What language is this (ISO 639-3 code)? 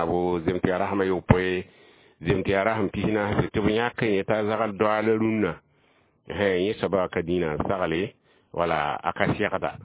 mos